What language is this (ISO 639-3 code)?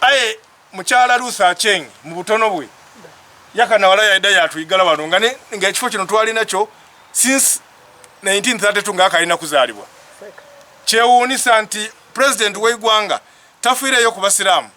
xog